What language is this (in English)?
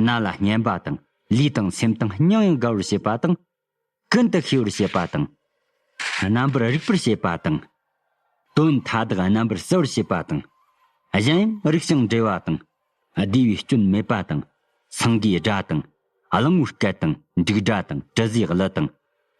Tibetan